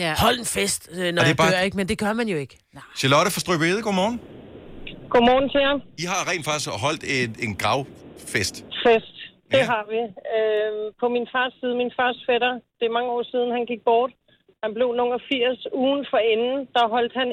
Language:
Danish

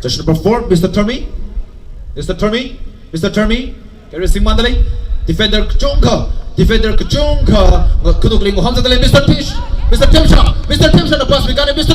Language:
Tangkhul Naga (India)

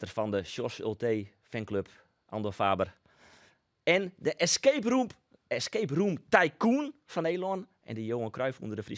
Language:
Western Frisian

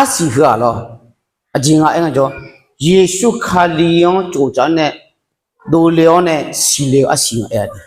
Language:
Akha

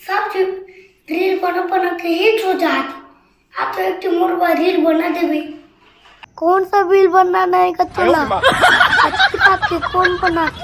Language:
Chhattisgarhi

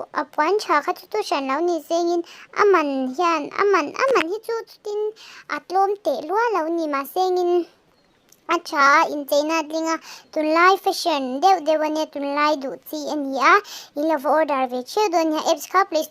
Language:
Mizo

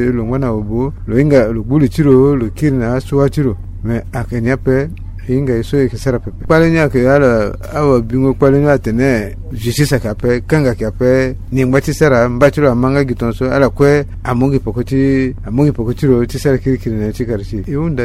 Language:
Sango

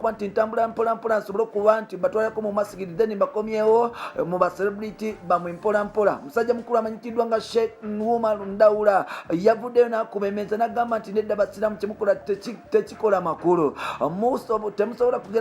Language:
Ganda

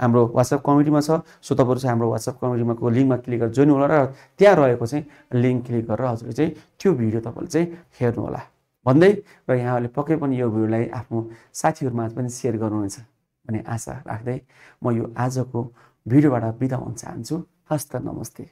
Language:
Nepali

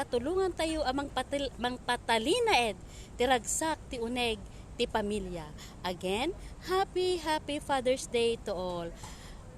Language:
Iloko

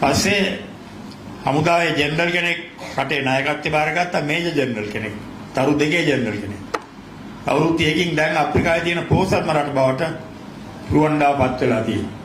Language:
Sinhala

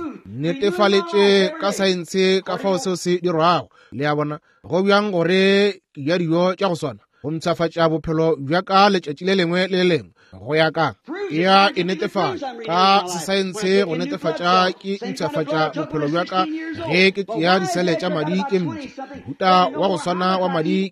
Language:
Northern Sotho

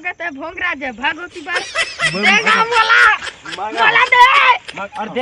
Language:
Chhattisgarhi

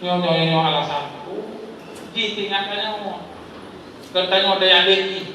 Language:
Achinese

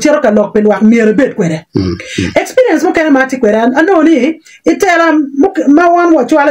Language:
Acoli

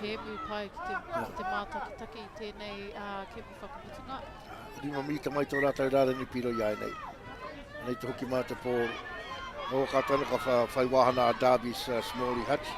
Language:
Māori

